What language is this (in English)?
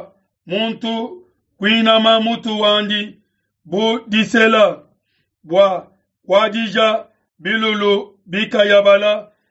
Luba-Lulua